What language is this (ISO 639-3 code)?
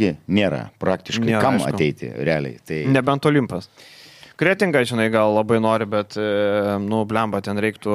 lit